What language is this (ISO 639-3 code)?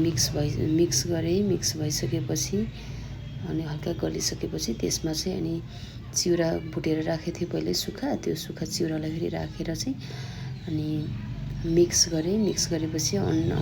nep